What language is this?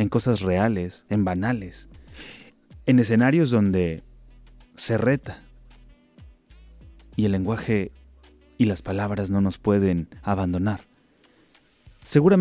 Spanish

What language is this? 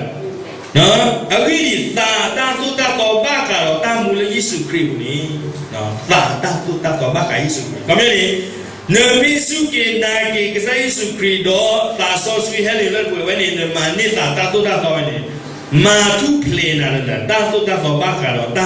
S'gaw Karen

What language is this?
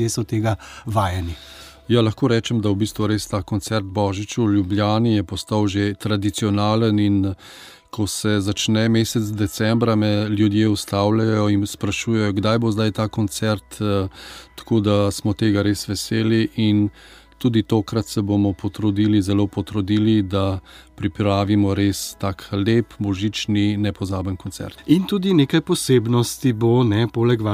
Slovenian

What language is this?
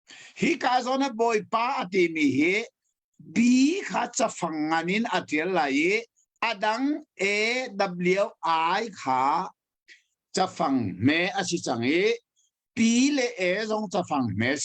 Hakha Chin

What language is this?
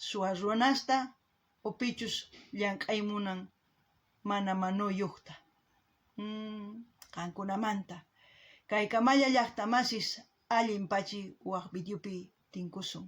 South Bolivian Quechua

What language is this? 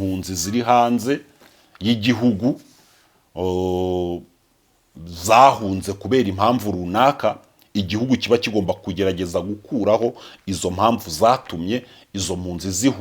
Kinyarwanda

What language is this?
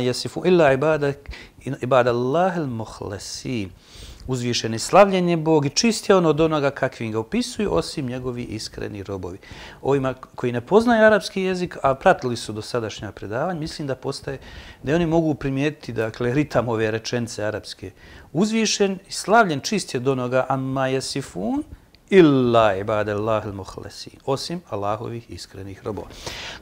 Bosnian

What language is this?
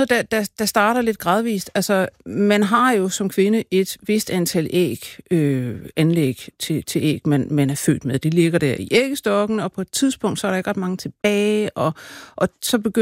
Danish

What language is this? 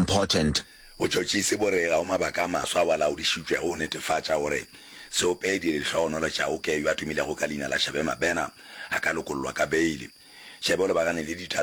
Northern Sotho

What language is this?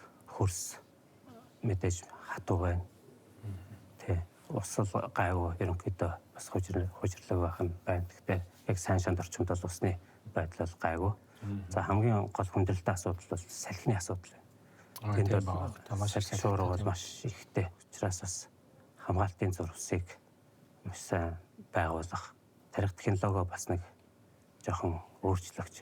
Mongolian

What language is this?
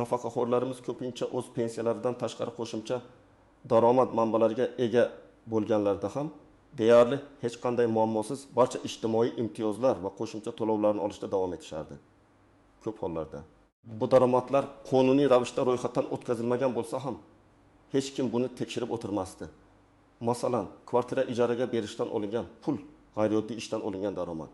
Uzbek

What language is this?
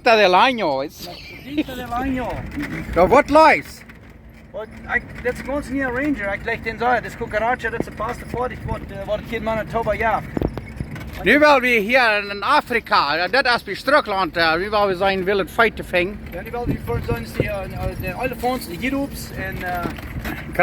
Plautdietsch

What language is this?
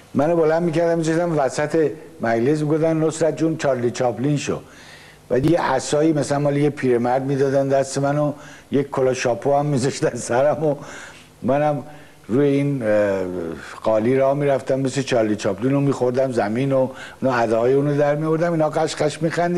Persian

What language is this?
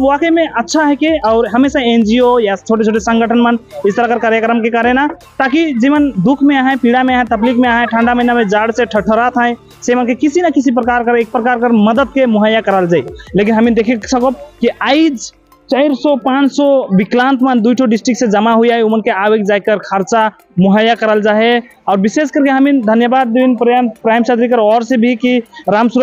Sadri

